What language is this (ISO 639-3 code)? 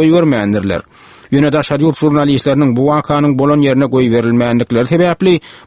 tuk